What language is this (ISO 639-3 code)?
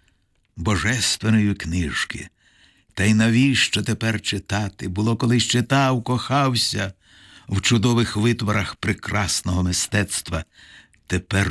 ukr